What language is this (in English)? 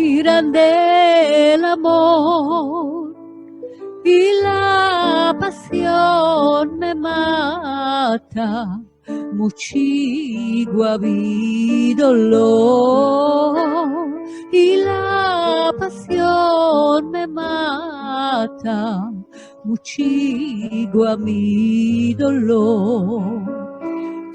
Ladino